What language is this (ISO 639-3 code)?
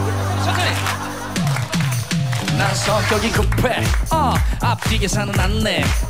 kor